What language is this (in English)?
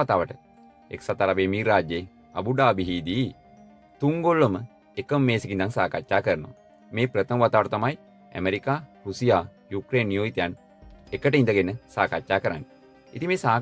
Sinhala